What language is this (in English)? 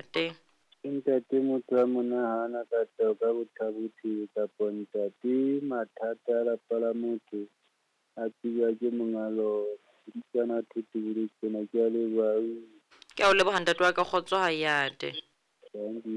Southern Sotho